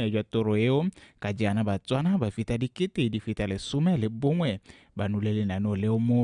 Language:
Tswana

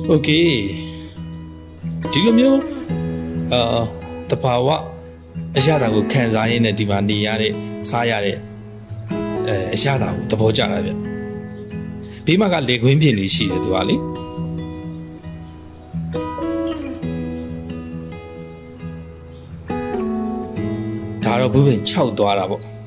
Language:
Burmese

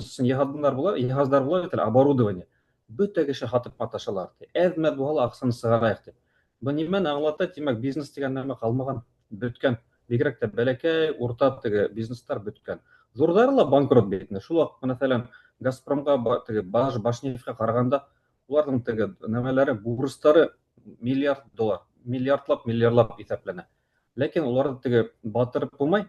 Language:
Bashkir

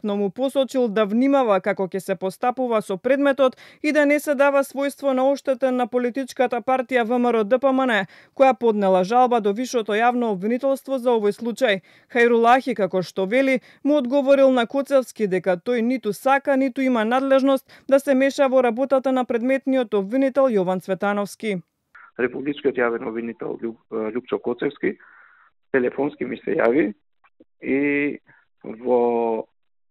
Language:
Macedonian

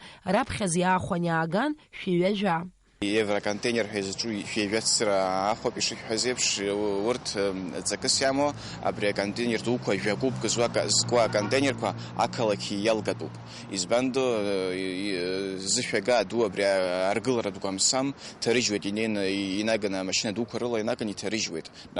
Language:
Abkhazian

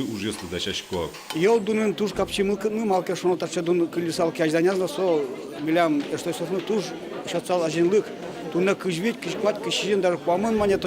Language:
Udmurt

